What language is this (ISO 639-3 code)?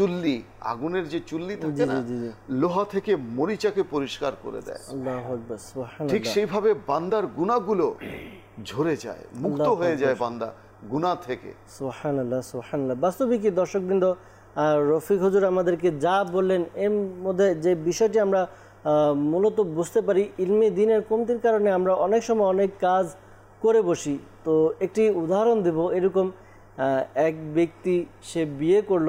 ben